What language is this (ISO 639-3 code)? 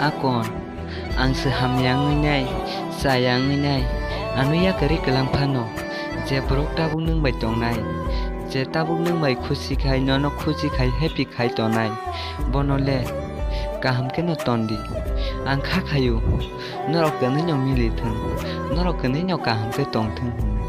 trp